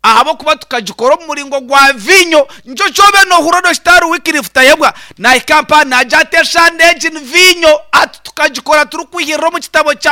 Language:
Nyankole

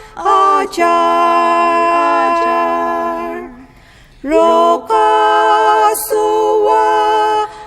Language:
Ao Naga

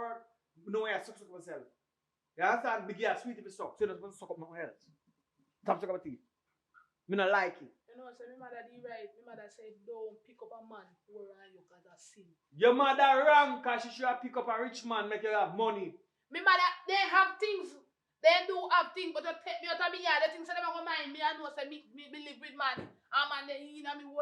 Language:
Jamaican Creole English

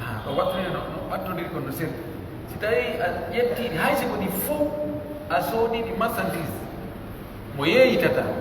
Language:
Pular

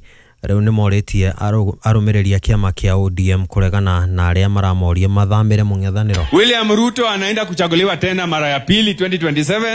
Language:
Kikuyu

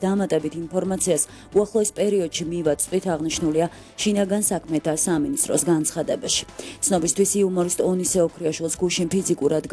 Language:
Georgian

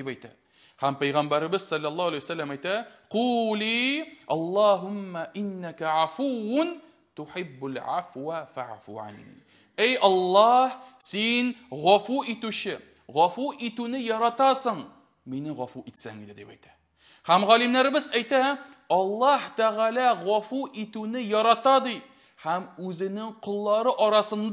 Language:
Tatar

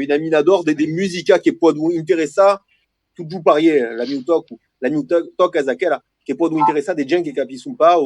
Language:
Occitan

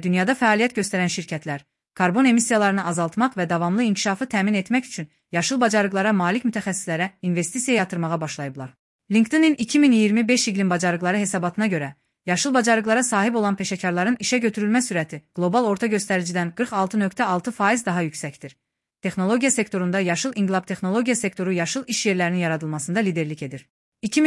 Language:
Azerbaijani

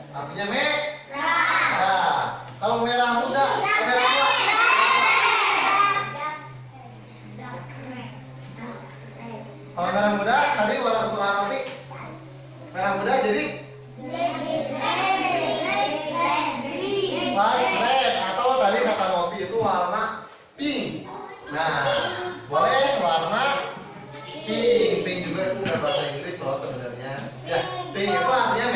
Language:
Indonesian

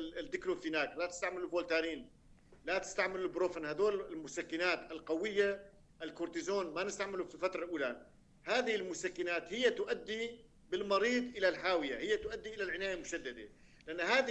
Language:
North Levantine Arabic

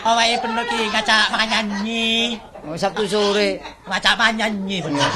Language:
Javanese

